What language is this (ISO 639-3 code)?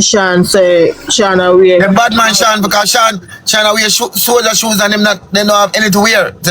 jam